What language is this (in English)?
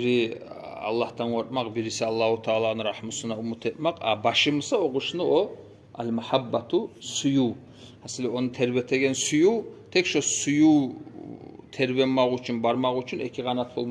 Kumyk